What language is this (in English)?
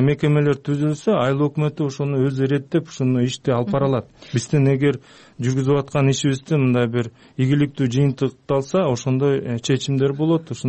Kyrgyz